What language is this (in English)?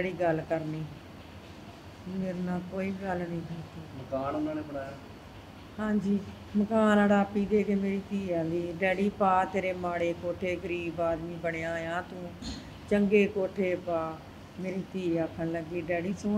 Punjabi